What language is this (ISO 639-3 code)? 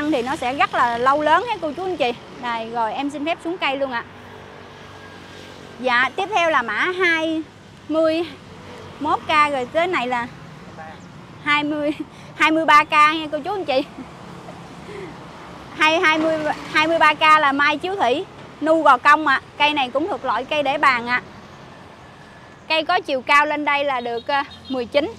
vie